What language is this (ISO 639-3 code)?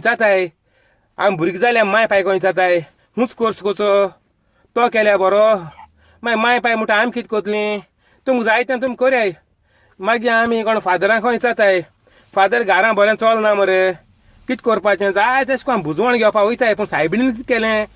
kok